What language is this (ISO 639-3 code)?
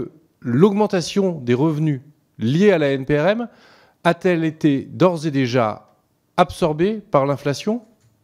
fra